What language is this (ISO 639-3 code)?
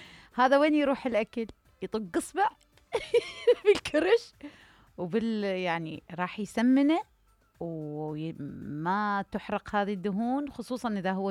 acm